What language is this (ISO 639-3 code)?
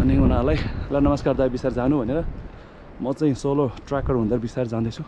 nep